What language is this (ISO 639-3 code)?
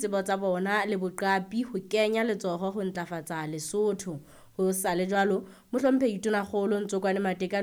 sot